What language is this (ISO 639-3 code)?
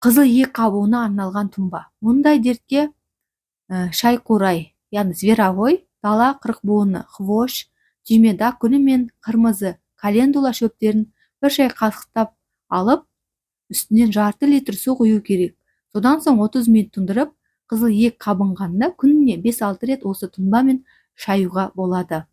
kaz